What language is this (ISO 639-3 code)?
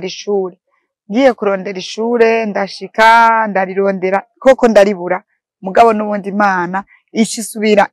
run